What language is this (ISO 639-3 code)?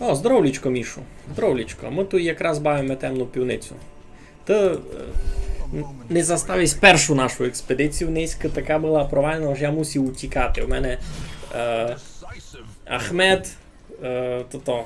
rue